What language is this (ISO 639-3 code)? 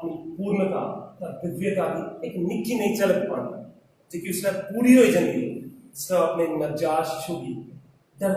doi